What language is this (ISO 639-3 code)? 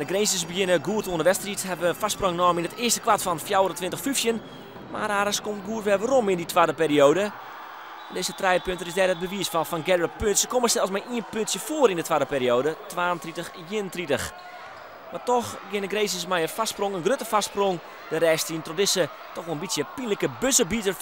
fry